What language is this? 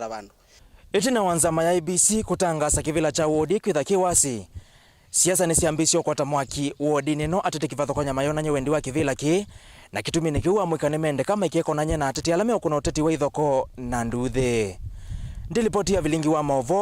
Kamba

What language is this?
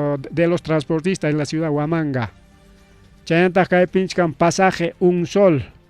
Ayacucho Quechua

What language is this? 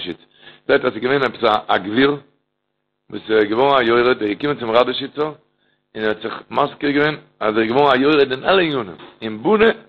Yiddish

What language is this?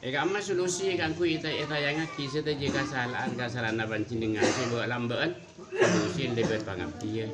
Madurese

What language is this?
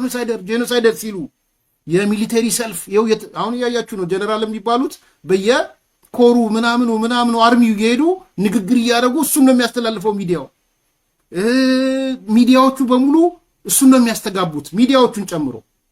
Amharic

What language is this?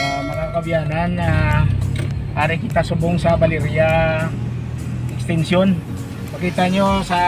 Hiligaynon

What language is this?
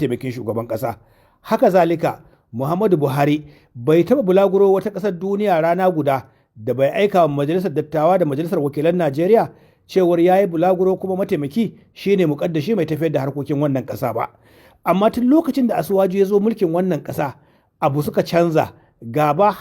Hausa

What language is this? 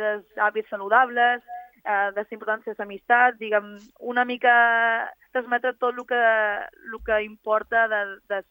Catalan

